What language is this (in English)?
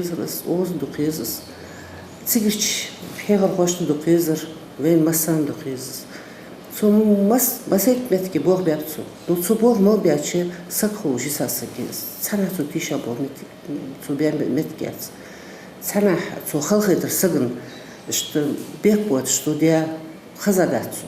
Ingush